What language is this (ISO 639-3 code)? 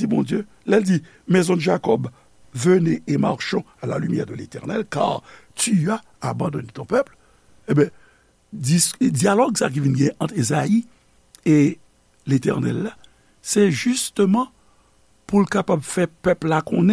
hat